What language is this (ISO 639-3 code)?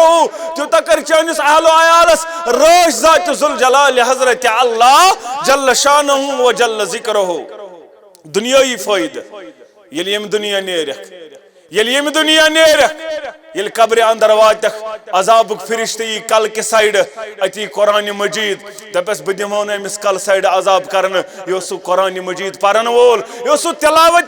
kas